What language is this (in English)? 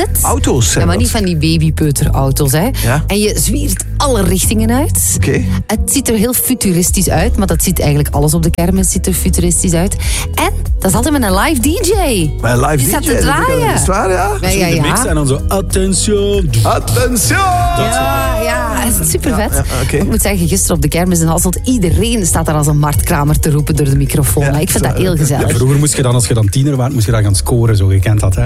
Dutch